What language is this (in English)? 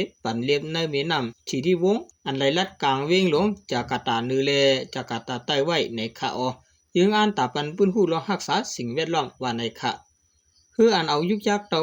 Shan